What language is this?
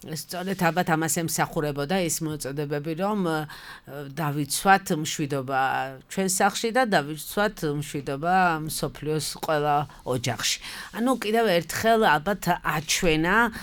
Georgian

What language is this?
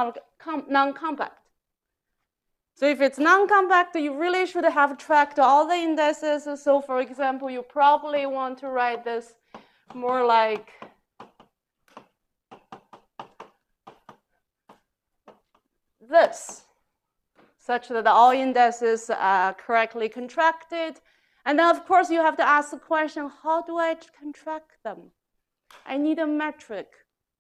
English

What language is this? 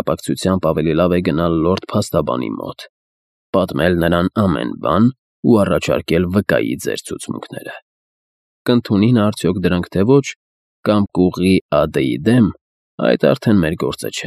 Armenian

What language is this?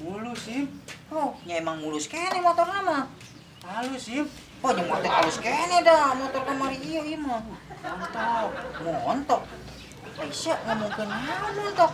Sundanese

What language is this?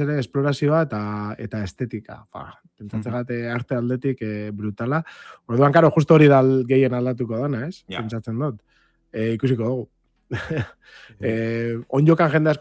Basque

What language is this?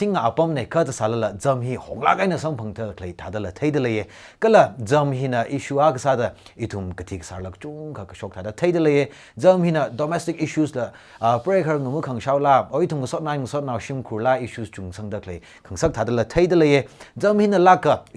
Tangkhul Naga (India)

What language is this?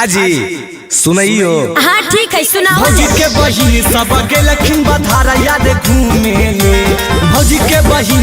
Magahi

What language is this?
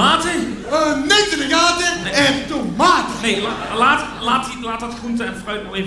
Limburgish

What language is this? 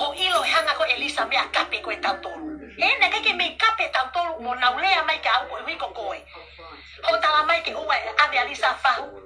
Tongan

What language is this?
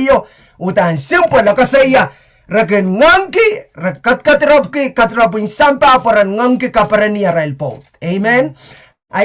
Pohnpeian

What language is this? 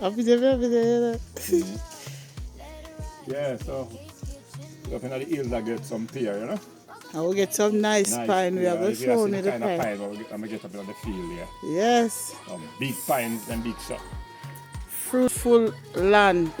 Jamaican Creole English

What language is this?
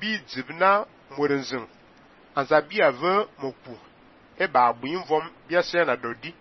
Fang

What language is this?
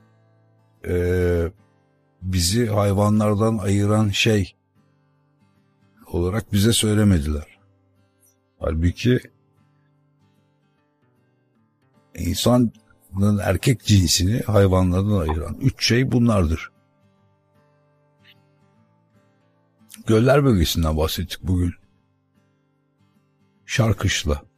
Turkish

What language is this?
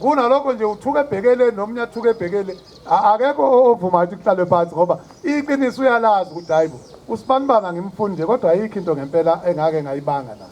Zulu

